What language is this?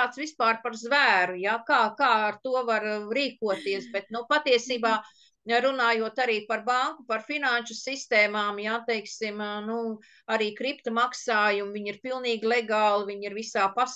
Latvian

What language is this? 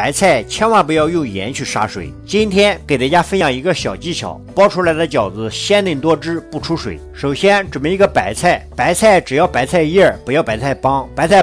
Chinese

